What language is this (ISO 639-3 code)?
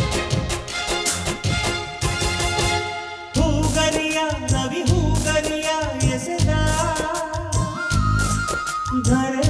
kan